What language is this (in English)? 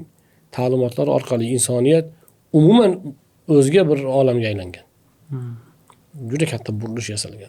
Uzbek